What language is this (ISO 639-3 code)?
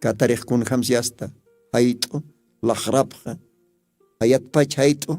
aym